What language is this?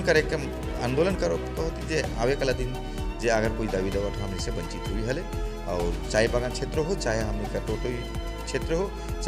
Sadri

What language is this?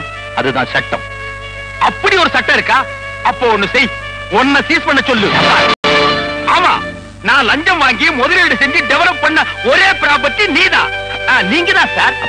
Tamil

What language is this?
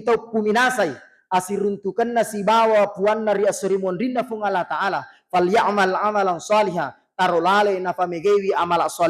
Buginese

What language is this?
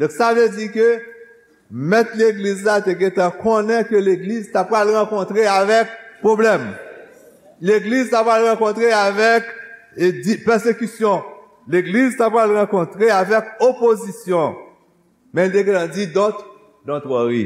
Haitian Creole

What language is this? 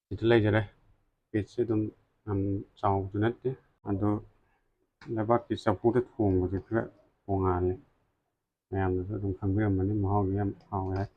Manipuri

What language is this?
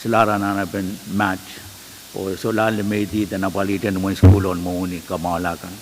Pohnpeian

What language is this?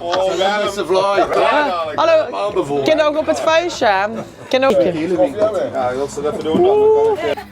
Limburgish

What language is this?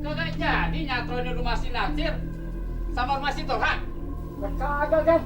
Betawi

